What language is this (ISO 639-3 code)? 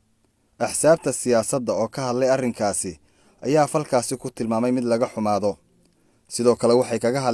som